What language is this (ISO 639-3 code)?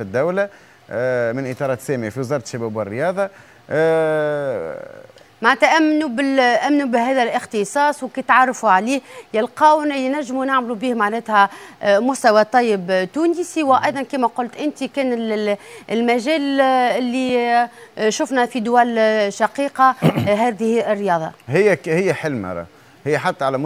aeb